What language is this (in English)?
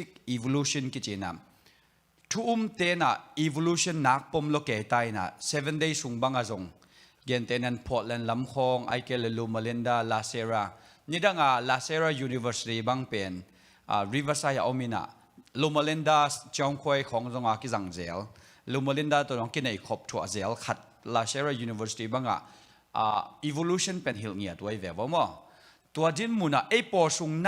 Tedim Chin